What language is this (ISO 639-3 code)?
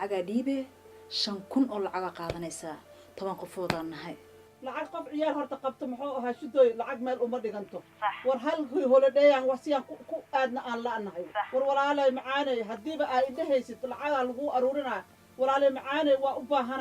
som